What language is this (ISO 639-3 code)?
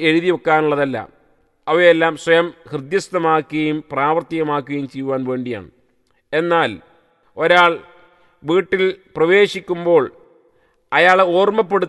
mal